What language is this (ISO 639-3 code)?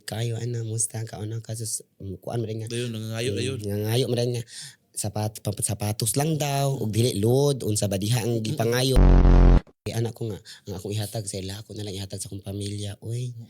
ceb